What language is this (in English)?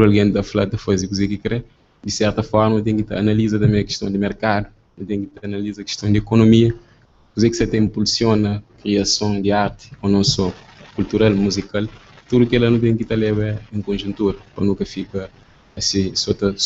Kabuverdianu